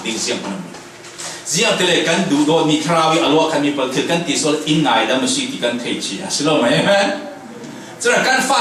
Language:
Falam Chin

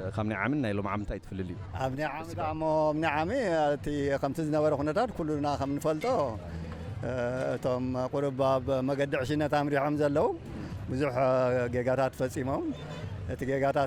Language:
Tigrinya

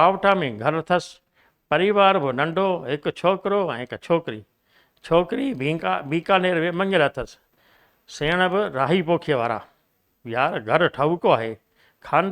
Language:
Sindhi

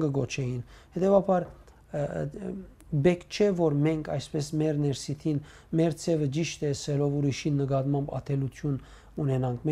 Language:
Western Armenian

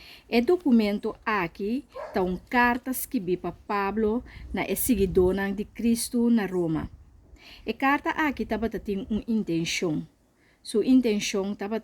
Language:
Papiamento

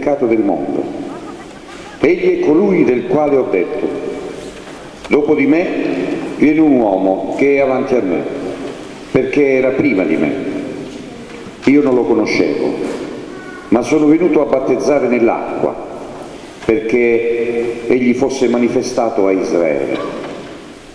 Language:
Italian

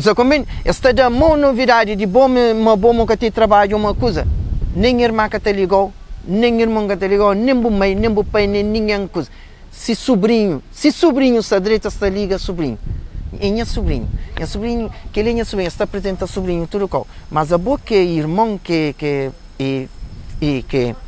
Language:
Kabuverdianu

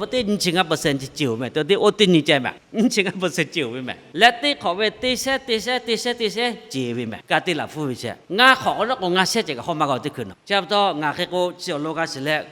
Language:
Lahu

